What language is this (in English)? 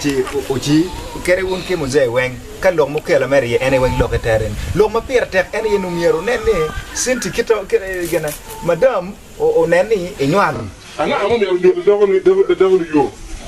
Acoli